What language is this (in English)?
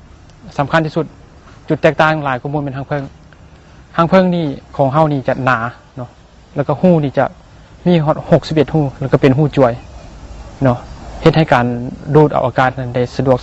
Lao